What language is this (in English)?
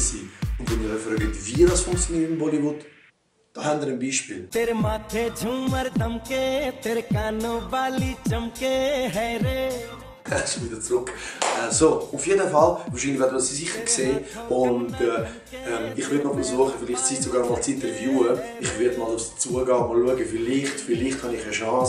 Swiss German